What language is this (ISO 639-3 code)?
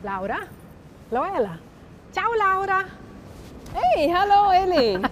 roh